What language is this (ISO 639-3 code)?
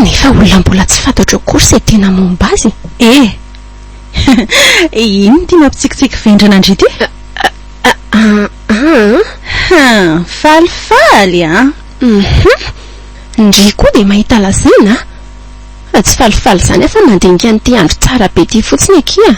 mlg